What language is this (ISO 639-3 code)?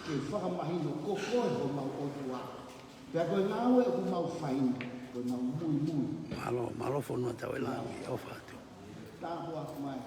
ton